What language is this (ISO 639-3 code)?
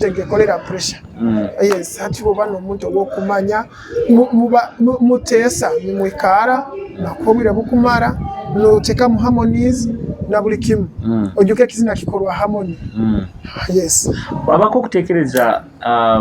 nyo